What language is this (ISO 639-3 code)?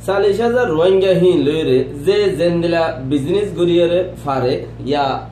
rhg